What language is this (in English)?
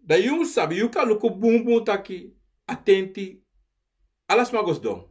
Sranan Tongo